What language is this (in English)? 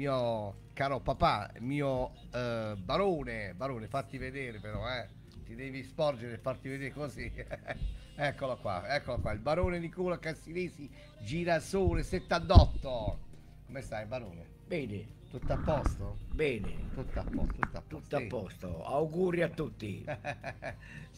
Italian